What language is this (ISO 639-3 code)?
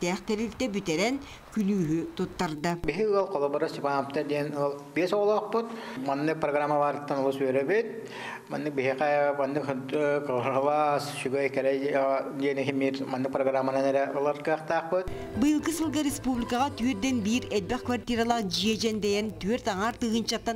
sah